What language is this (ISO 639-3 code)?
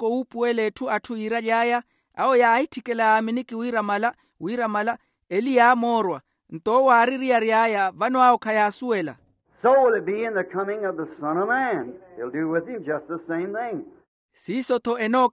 vmw